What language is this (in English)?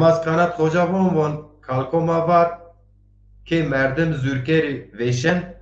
Zaza